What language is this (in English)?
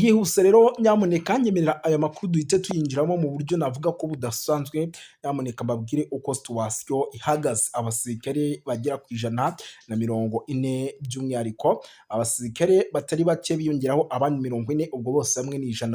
Kinyarwanda